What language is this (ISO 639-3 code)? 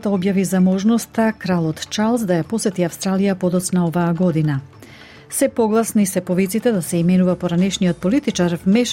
mkd